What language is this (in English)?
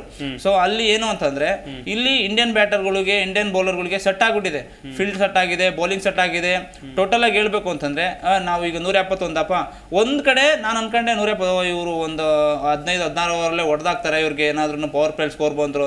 Kannada